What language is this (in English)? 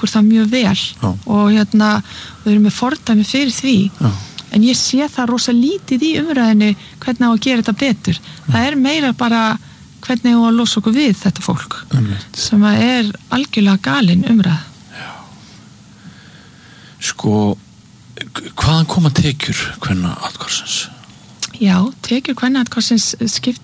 Icelandic